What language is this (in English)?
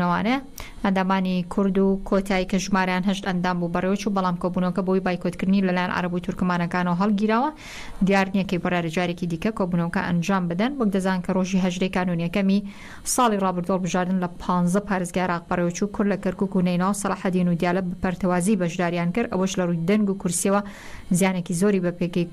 Central Kurdish